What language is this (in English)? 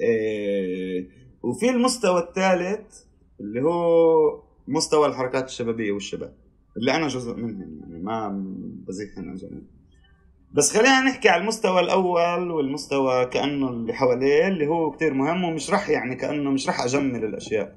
North Levantine Arabic